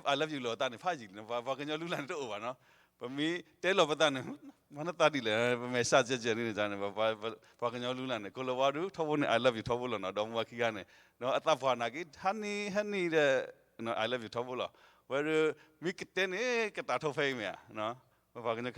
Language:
S'gaw Karen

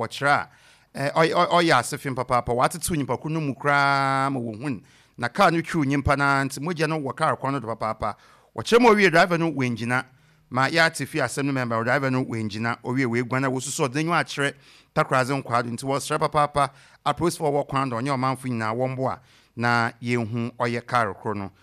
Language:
Akan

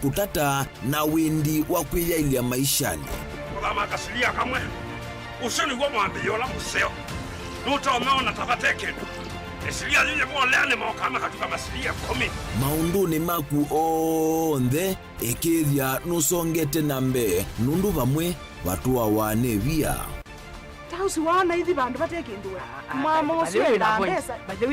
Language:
Kamba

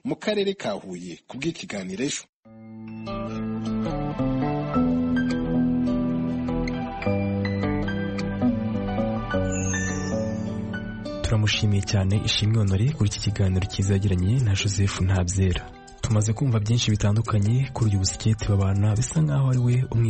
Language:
Kinyarwanda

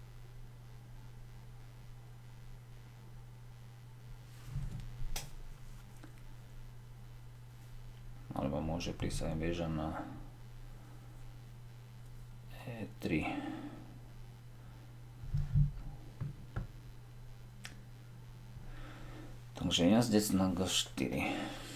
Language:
Slovak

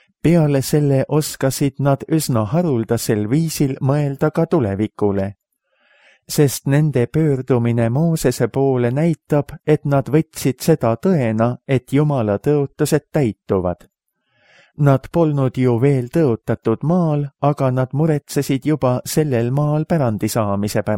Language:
Estonian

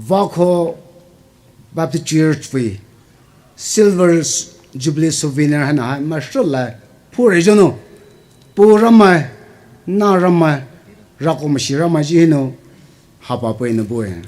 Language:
Poumei Naga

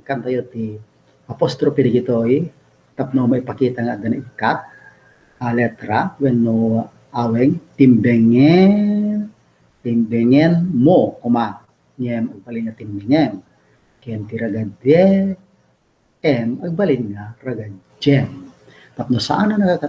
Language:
Iloko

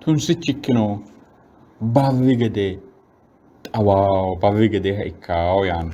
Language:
Sidamo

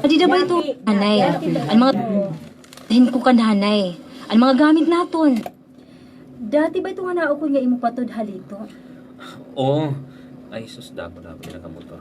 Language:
Waray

